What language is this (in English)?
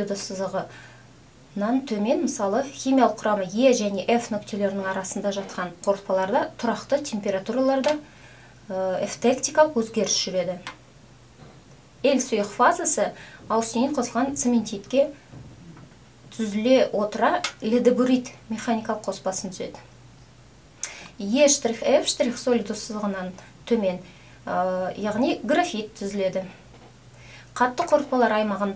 Kazakh